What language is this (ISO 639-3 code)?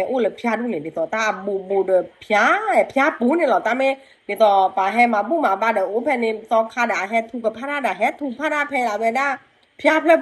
ksw